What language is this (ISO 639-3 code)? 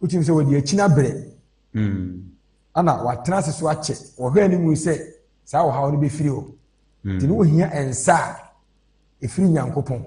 aka